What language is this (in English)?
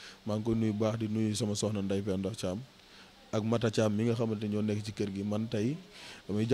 Wolof